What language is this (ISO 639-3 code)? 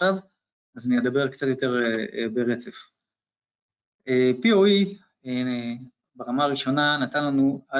heb